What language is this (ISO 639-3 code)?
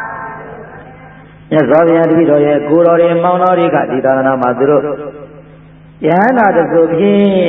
mya